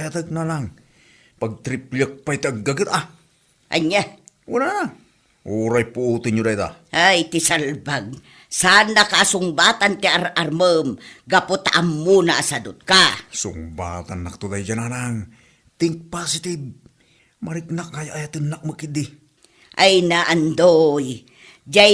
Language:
Iloko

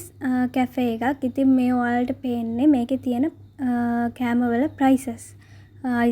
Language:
Sinhala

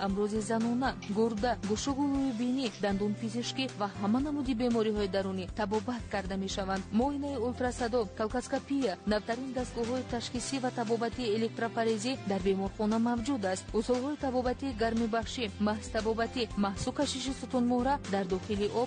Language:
Tajik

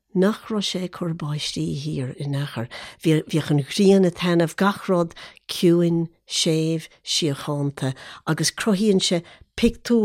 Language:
Irish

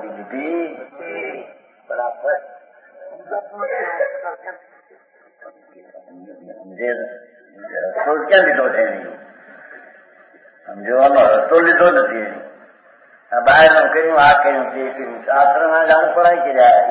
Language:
Gujarati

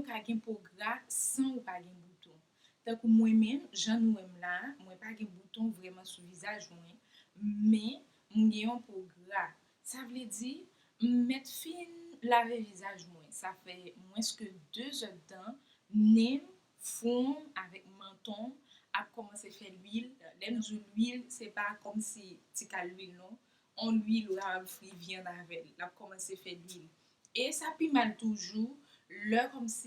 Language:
Haitian Creole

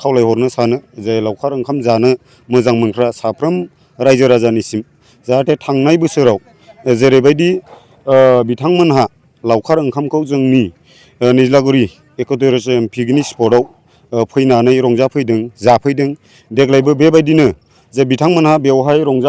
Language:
Bodo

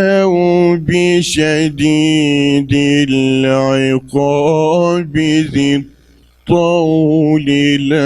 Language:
Uyghur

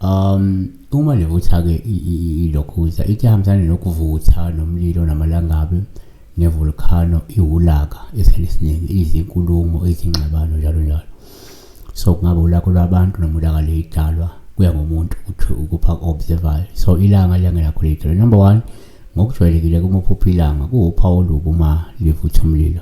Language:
Zulu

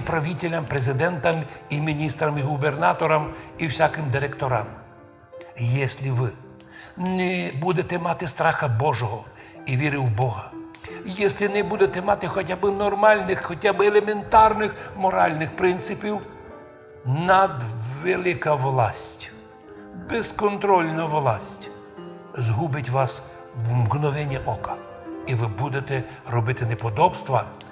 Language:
Rusyn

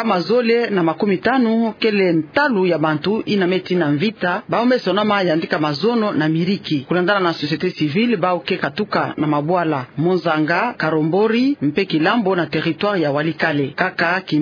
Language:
Kituba (Democratic Republic of Congo)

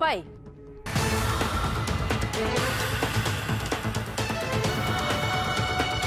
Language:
Kazakh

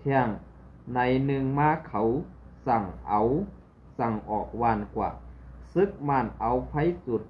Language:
Shan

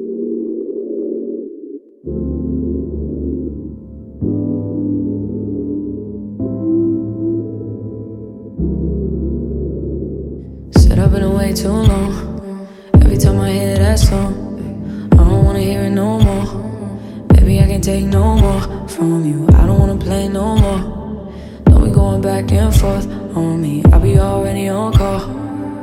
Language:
English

